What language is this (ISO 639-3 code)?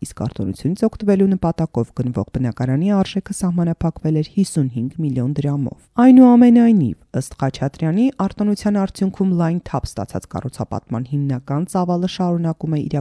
hye